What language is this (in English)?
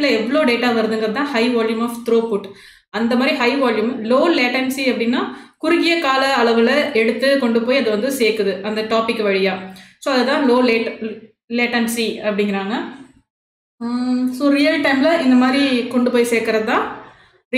Tamil